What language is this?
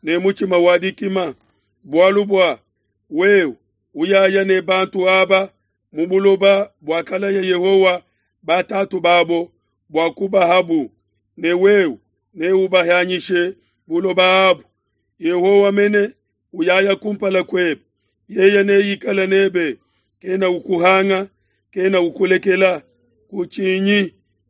Luba-Lulua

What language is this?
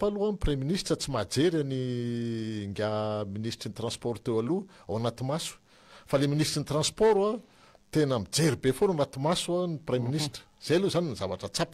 Malagasy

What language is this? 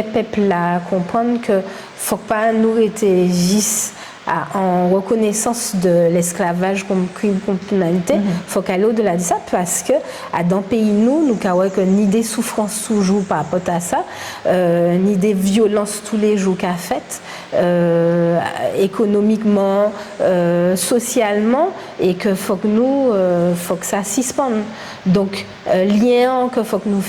Guadeloupean Creole French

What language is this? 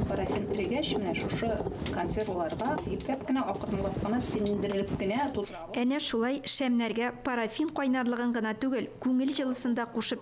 Tatar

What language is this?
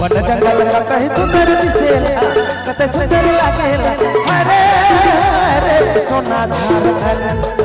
Sadri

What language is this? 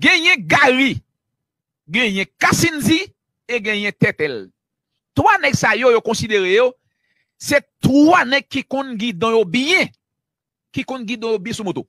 Haitian Creole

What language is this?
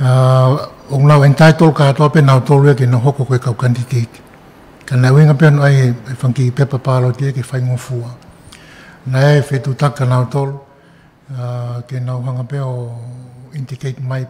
Tongan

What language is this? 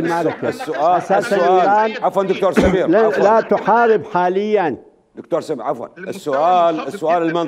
Mesopotamian Arabic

